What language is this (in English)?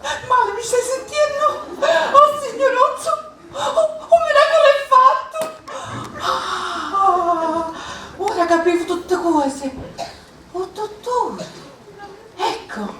Sicilian